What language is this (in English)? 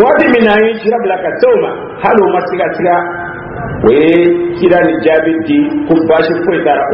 Dyula